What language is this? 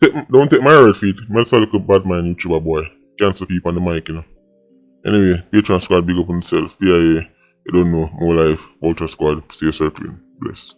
Jamaican Creole English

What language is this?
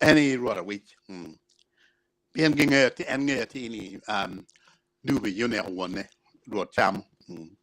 Acoli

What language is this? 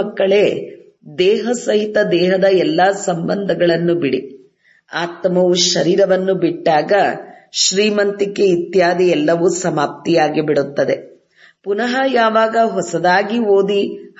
Kannada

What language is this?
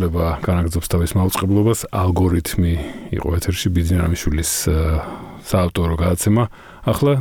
Georgian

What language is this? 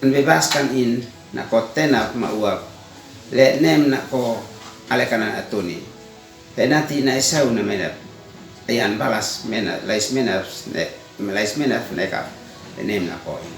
Uab Meto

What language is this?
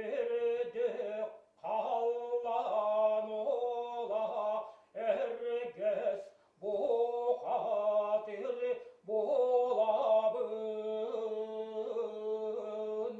Yakut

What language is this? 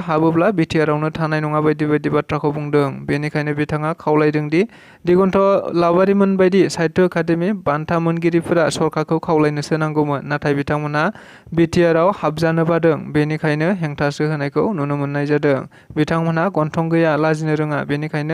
Bodo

